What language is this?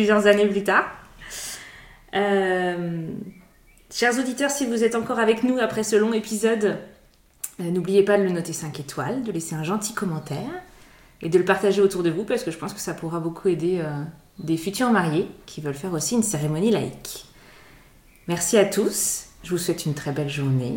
French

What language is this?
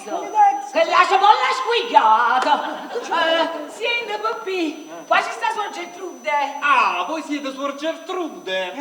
Neapolitan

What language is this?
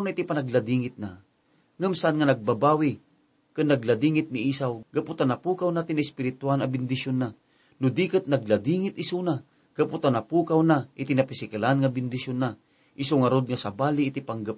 Iloko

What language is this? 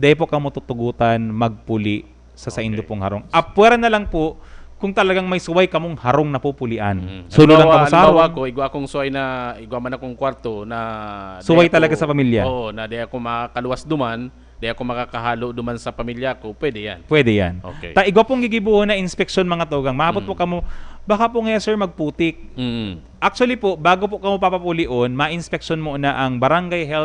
Bikol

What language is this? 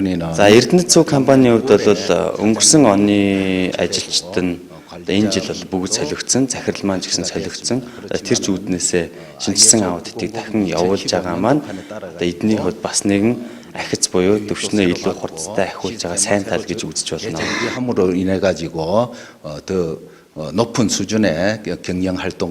Mongolian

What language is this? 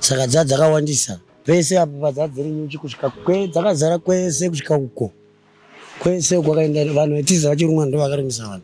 Shona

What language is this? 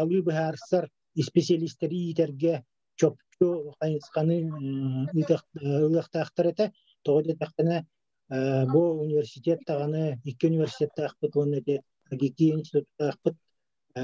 Yakut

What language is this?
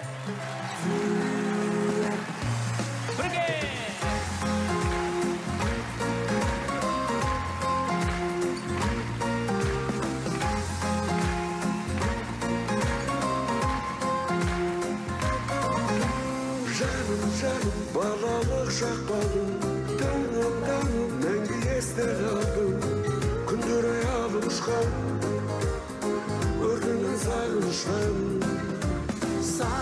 Kazakh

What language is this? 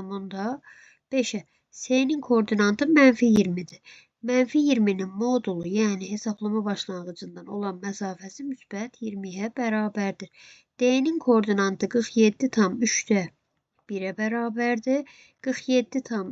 Azerbaijani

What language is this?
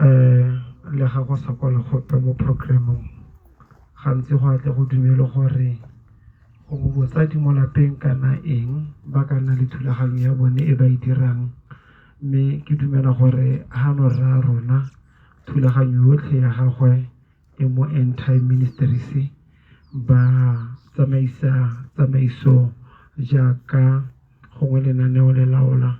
Tswana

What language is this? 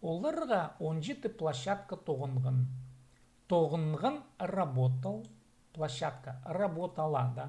Khakas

